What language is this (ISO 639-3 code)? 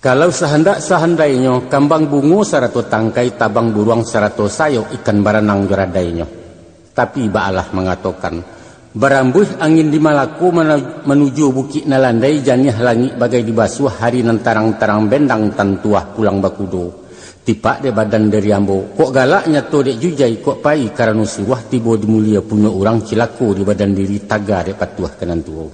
min